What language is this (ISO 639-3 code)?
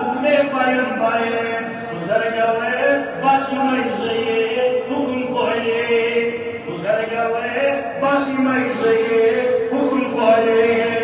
kas